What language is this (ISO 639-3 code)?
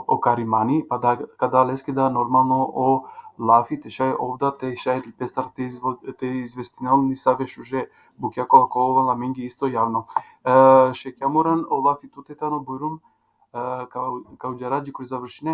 rmn